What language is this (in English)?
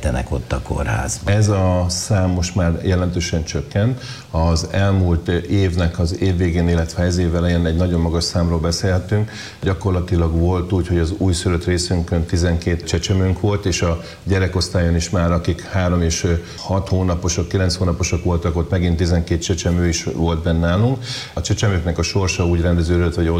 Hungarian